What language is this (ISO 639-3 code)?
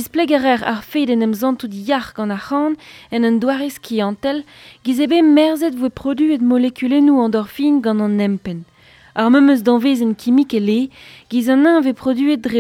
bre